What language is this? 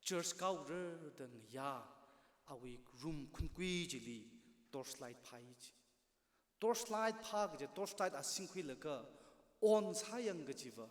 Tangkhul Naga (India)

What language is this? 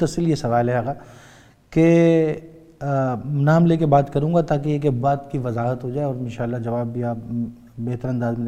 Urdu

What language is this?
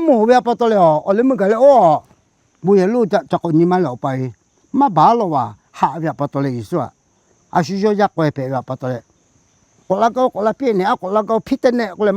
Lahu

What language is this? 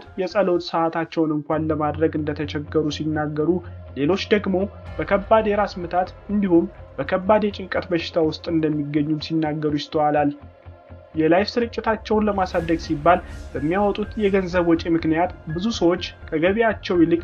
Amharic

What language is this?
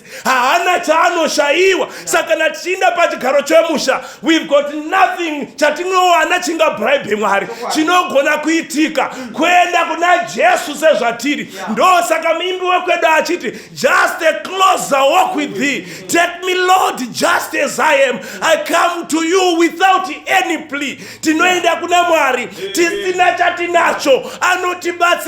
Shona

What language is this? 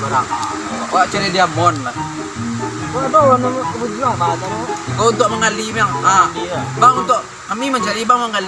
Minangkabau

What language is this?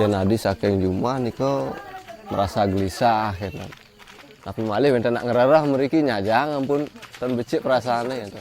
Balinese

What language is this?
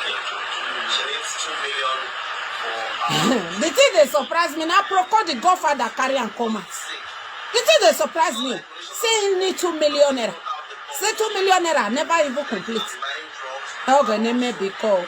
Nigerian Pidgin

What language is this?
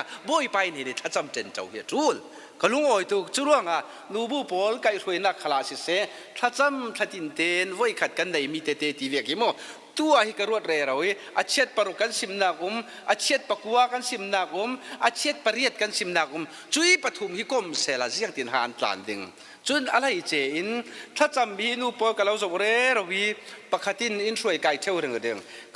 Falam Chin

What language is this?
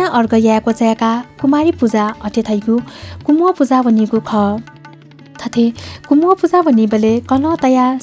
Newari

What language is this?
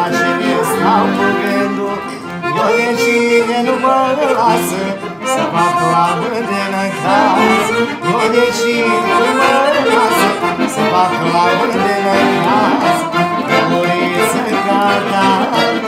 Romanian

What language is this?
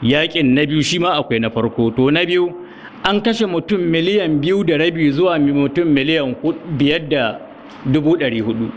Hausa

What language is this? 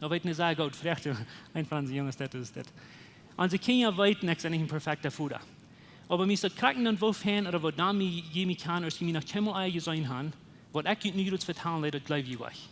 Plautdietsch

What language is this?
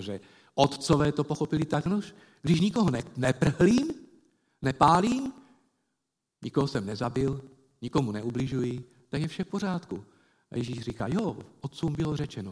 Czech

